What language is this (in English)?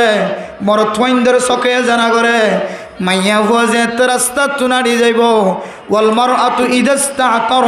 Rohingya